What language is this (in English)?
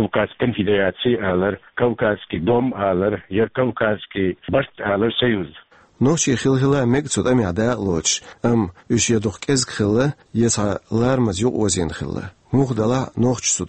Chechen